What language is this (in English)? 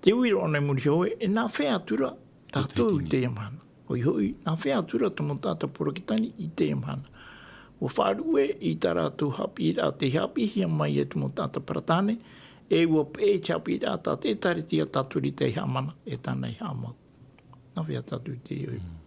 Tahitian